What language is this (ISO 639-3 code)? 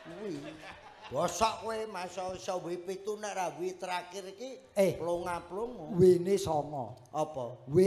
jav